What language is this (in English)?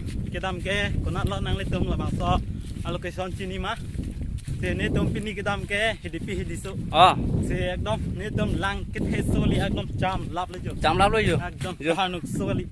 Karbi